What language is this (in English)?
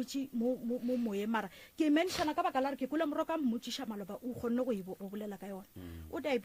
Northern Sotho